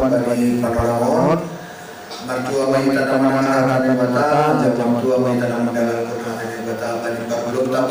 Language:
Batak Simalungun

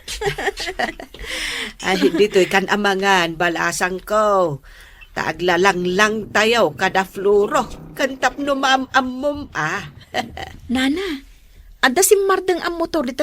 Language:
Iloko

